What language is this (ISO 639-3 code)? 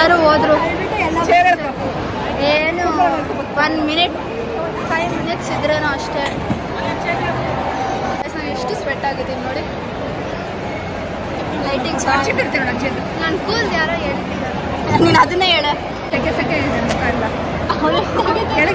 kan